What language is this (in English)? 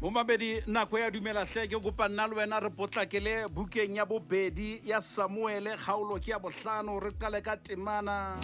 Southern Sotho